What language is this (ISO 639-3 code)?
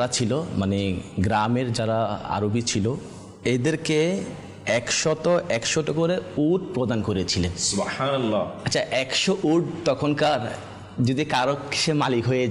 ben